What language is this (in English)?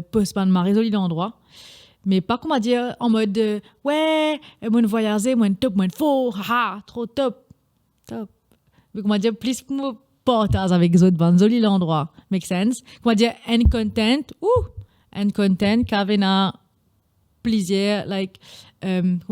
Morisyen